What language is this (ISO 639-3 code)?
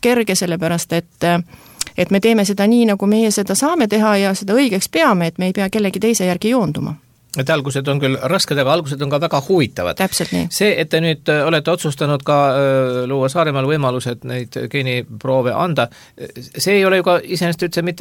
est